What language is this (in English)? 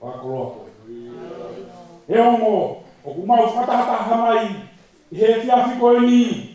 Tongan